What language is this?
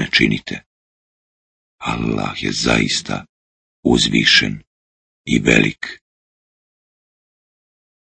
Bosnian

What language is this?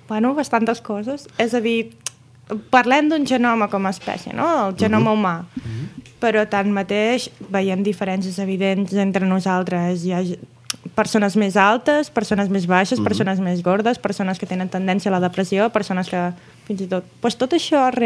Catalan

